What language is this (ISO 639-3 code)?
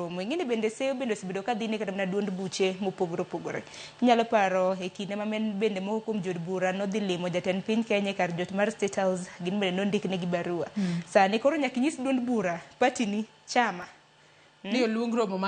luo